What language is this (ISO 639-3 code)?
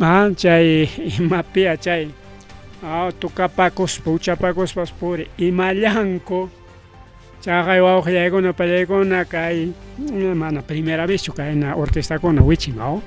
quy